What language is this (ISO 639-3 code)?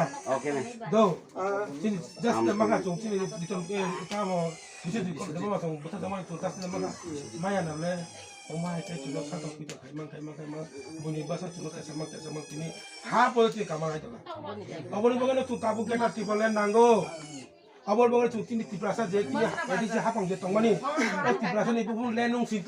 trp